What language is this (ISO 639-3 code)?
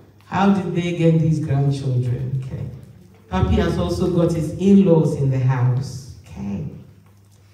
eng